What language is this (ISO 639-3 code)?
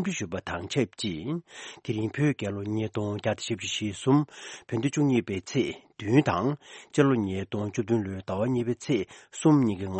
bod